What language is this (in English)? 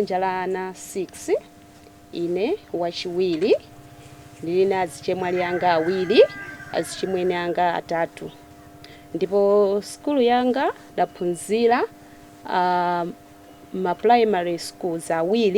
Nyanja